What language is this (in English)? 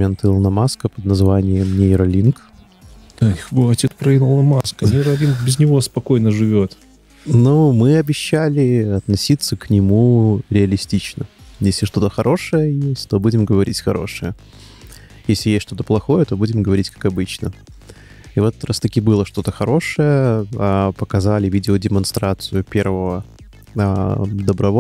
Russian